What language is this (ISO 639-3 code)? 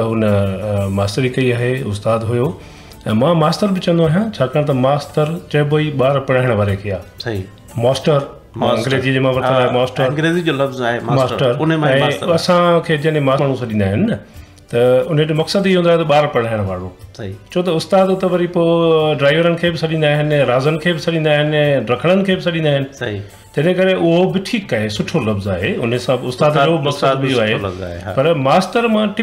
snd